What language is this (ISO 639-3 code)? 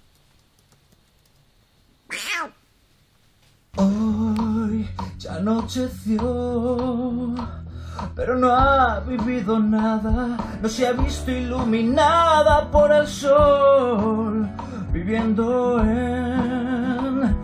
spa